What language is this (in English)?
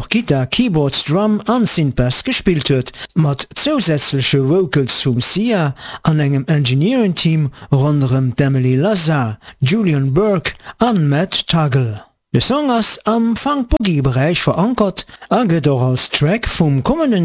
Luxembourgish